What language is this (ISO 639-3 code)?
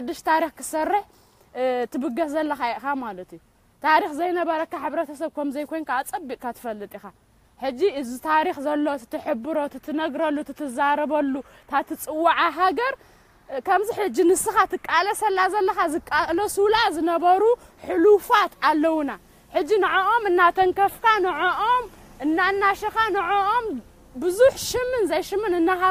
tir